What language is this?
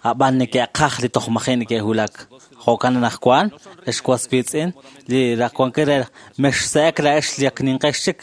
Kekchí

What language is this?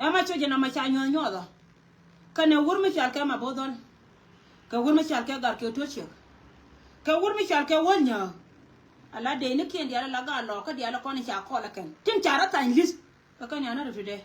Nuer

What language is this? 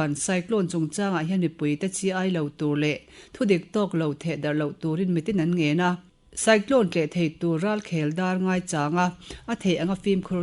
Mizo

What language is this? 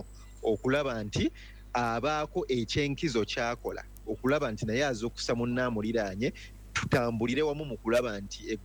Ganda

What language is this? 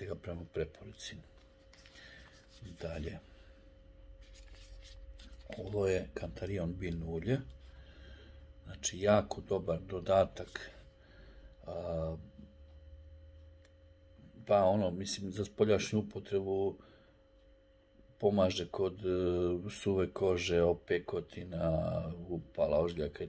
Serbian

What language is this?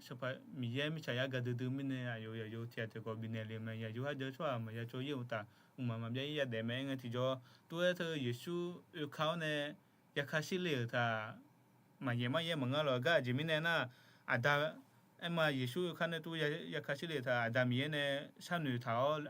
Akha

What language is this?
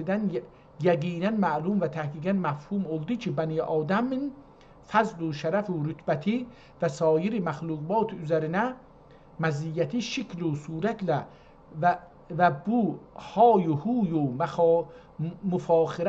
South Azerbaijani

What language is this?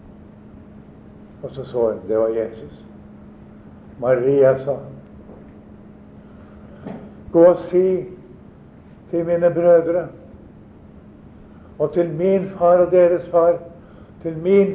Norwegian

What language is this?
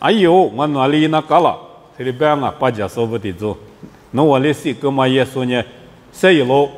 Lisu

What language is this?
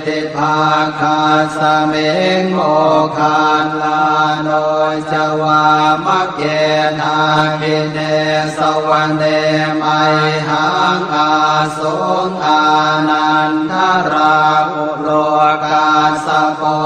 Pali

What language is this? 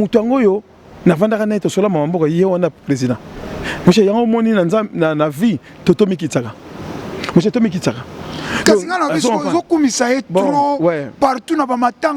Lingala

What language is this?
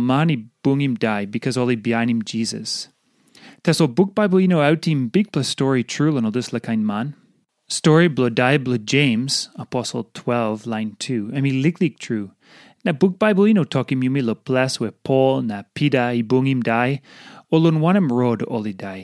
Tok Pisin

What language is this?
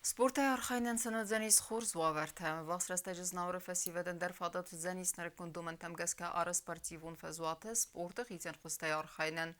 Ossetic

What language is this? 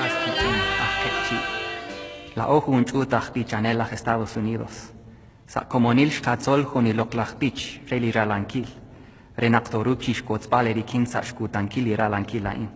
Kekchí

